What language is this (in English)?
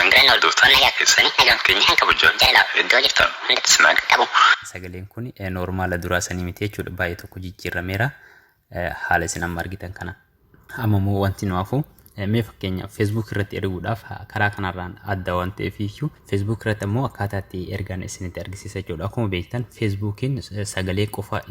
Oromo